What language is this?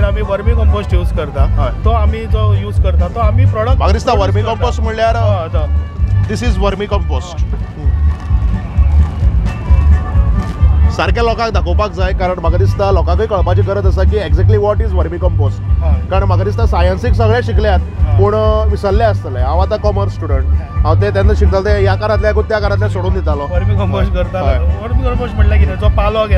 Konkani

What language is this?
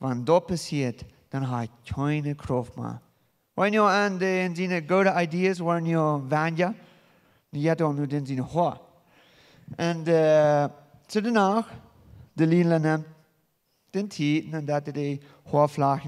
Plautdietsch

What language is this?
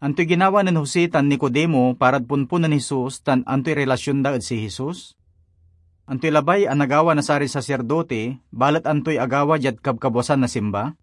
Pangasinan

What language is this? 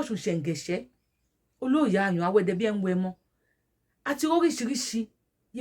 Yoruba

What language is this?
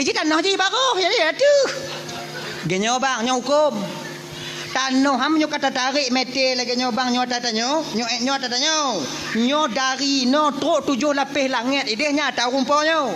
Achinese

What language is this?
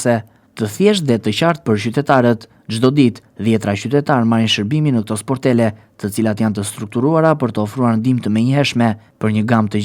Albanian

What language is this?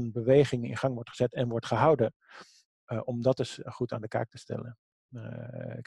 Dutch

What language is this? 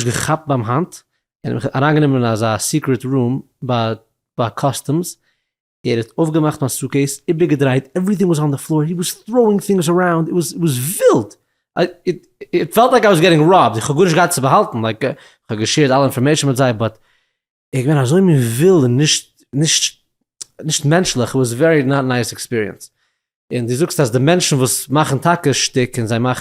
Yiddish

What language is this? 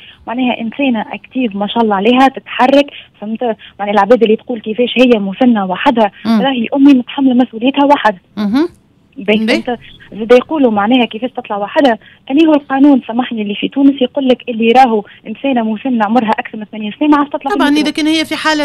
Tunisian Arabic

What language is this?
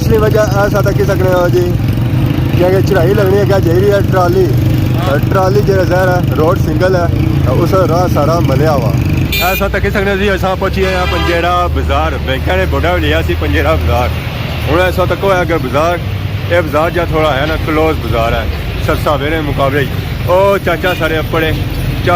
Pahari-Potwari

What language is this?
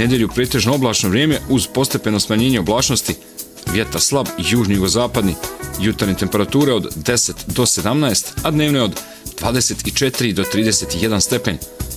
Bosnian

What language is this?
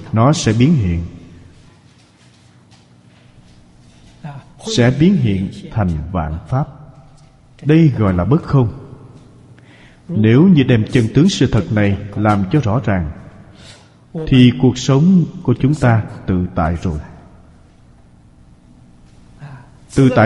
Vietnamese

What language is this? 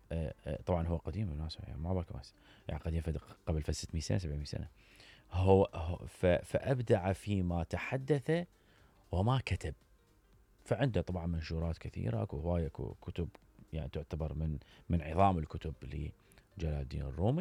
Mesopotamian Arabic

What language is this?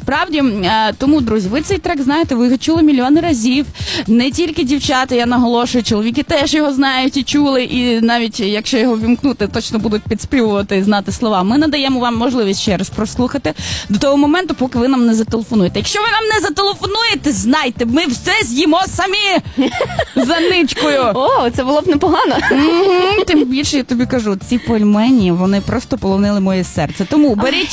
Ukrainian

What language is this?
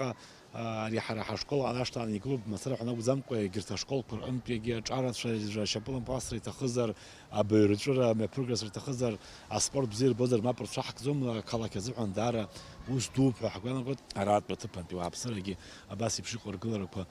Abkhazian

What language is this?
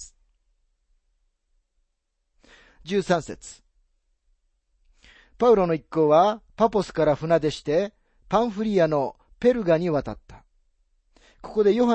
Japanese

